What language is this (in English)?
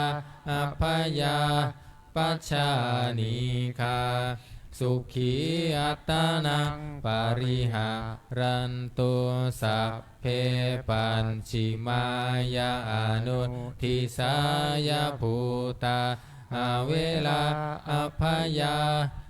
Pali